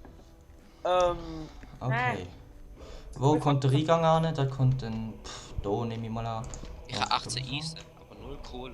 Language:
Swiss German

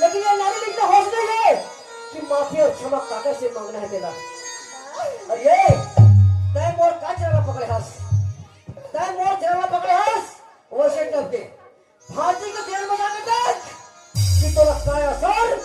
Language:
Chhattisgarhi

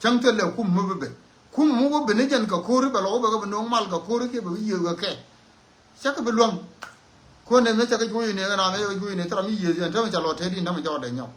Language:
Nuer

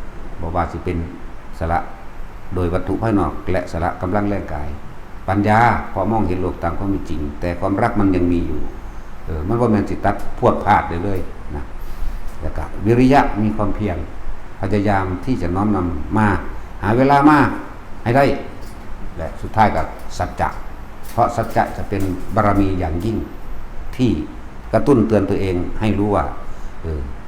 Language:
Northeastern Thai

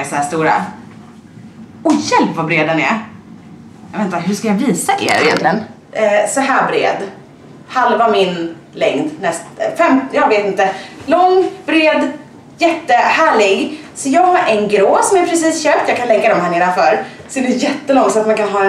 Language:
Swedish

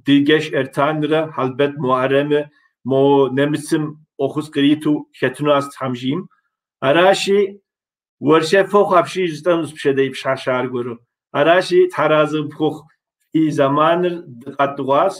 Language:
Kabardian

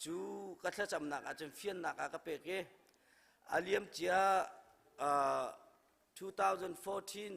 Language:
Hakha Chin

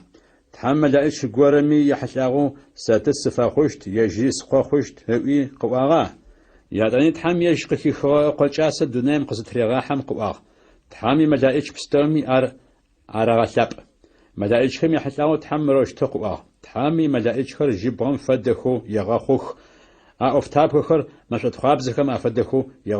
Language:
Adyghe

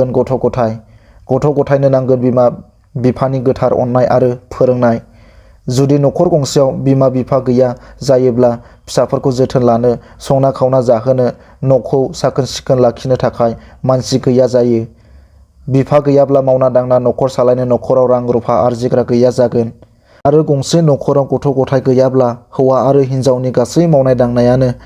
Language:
Bodo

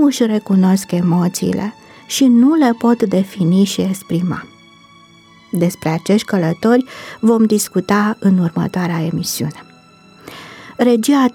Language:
Romanian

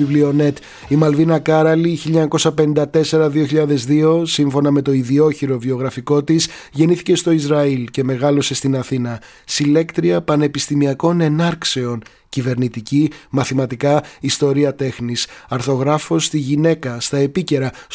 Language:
Greek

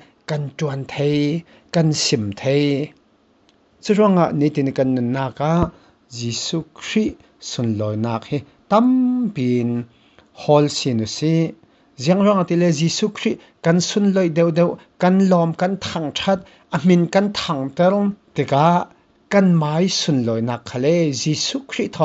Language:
Falam Chin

